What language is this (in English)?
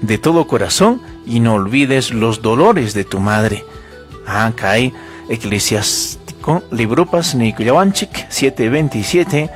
Ayacucho Quechua